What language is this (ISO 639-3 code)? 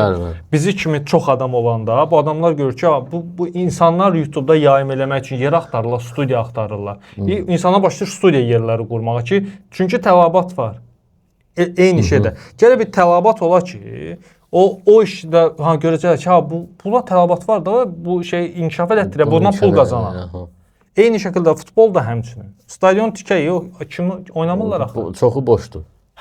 aze